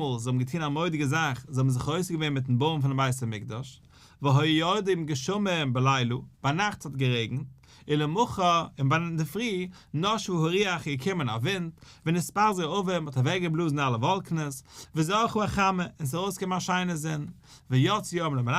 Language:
Yiddish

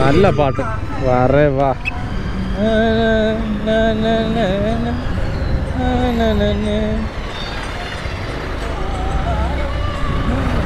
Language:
Malayalam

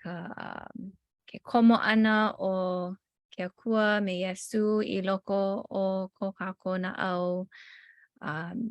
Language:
Hawaiian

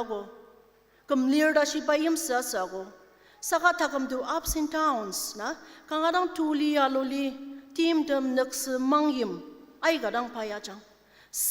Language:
Ao Naga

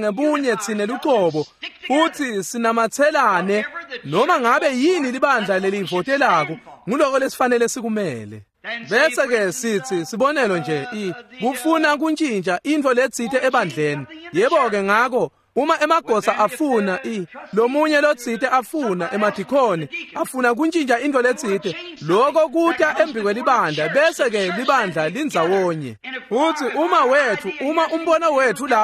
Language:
Swati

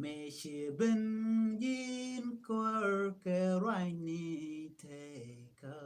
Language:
Nuer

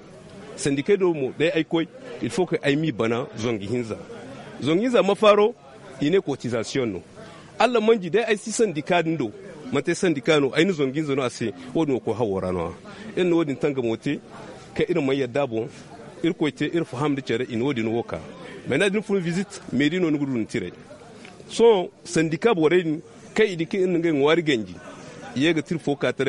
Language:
Zarma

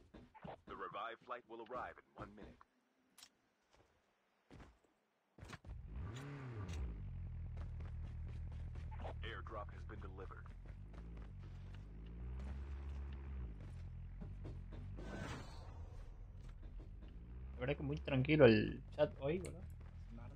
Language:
Spanish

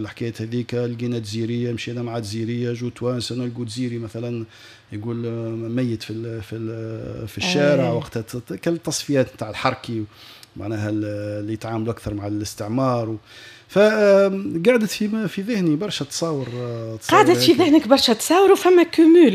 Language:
Tunisian Arabic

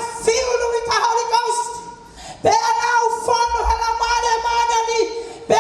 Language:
Tongan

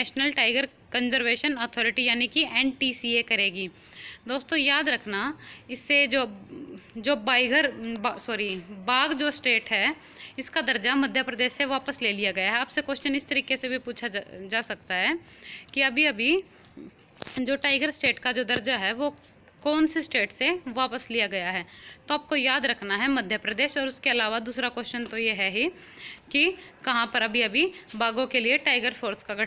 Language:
Hindi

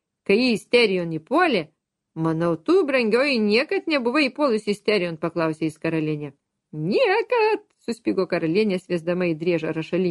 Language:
Lithuanian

